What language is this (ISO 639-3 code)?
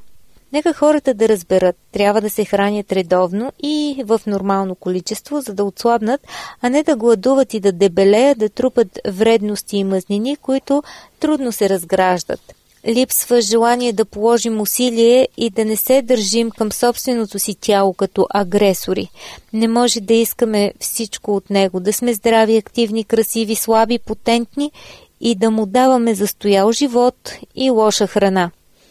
bul